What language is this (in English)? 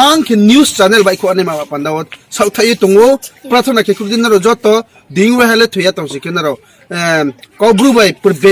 Riang (India)